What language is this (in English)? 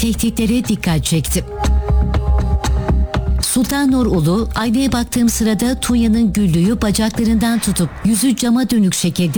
Turkish